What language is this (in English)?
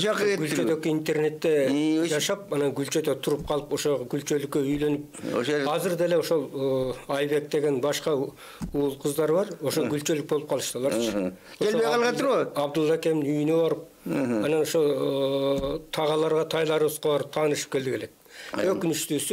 Kyrgyz